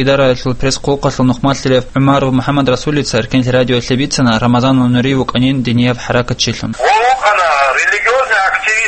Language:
Avaric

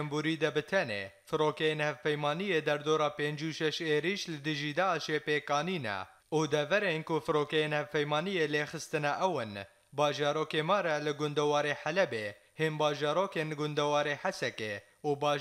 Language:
Kurdish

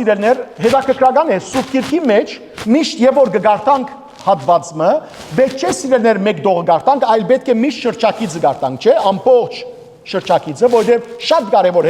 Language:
Western Armenian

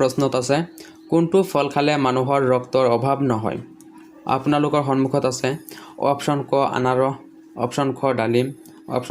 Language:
Assamese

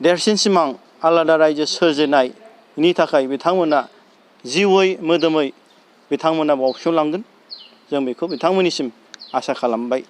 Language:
Bodo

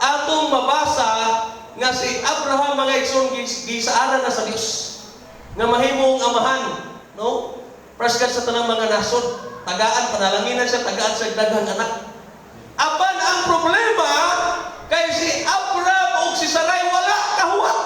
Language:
Cebuano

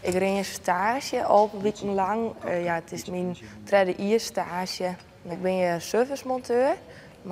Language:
Western Frisian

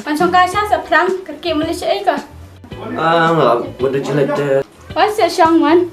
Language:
Khasi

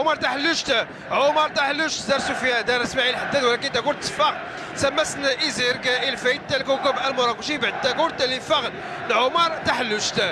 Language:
Moroccan Arabic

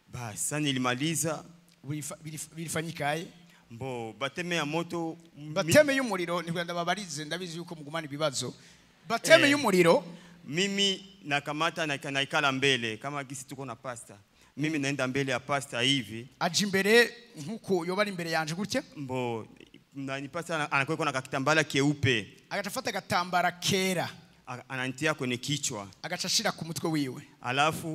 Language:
Rundi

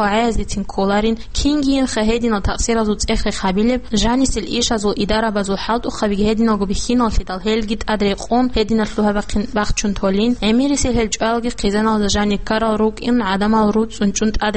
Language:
Avaric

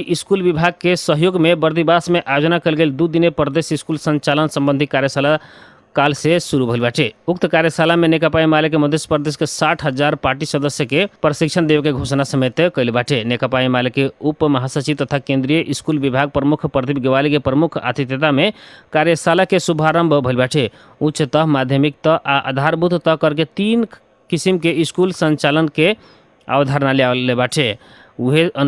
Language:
Bhojpuri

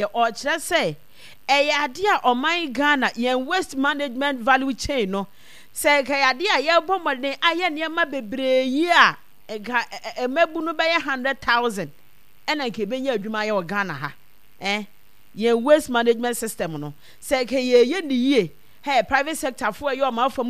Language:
Akan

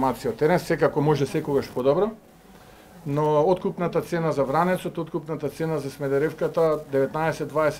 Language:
Macedonian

